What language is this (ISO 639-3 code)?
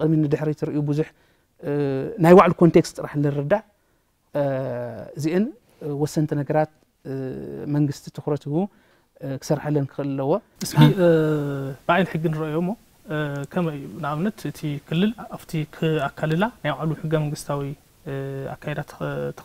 tir